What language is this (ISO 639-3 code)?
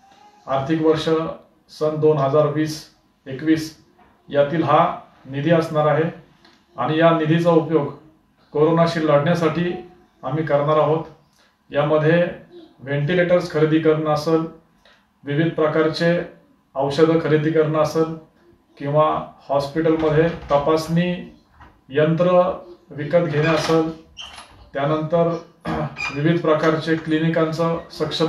mar